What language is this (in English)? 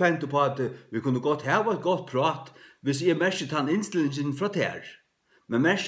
Faroese